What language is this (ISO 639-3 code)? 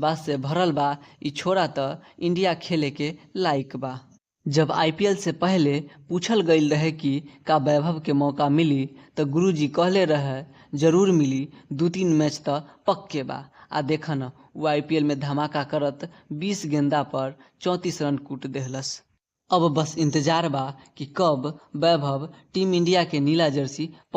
bho